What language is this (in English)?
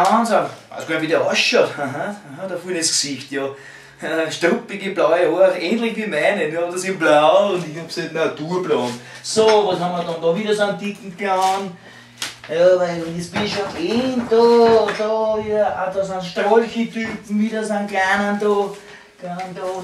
Bavarian